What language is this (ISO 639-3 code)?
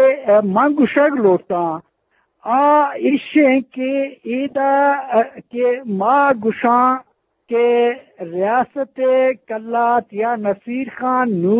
bgp